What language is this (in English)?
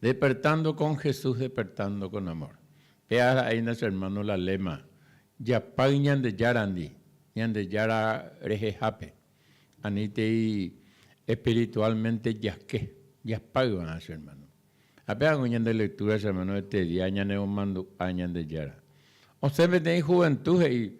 Guarani